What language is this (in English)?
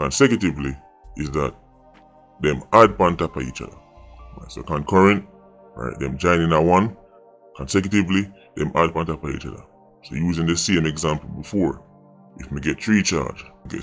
Jamaican Creole English